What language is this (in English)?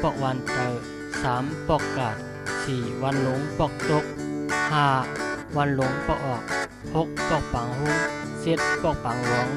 Shan